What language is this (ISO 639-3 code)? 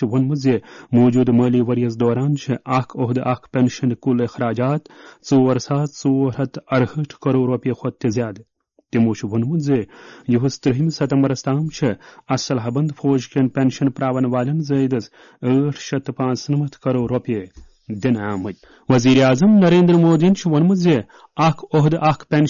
kas